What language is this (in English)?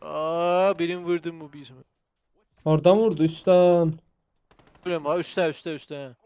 South Azerbaijani